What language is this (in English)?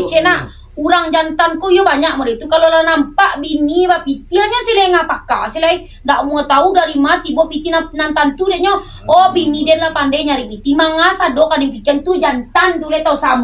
Minangkabau